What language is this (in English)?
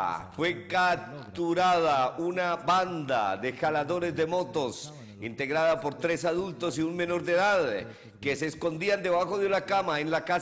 Spanish